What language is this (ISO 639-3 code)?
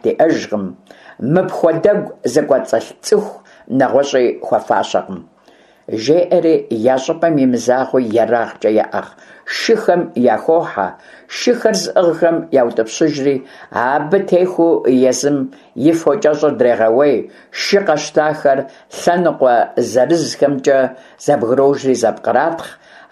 kbd